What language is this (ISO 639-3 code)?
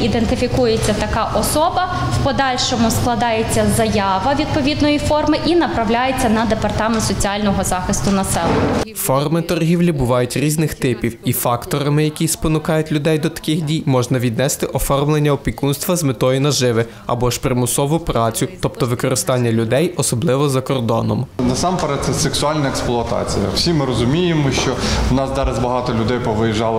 ukr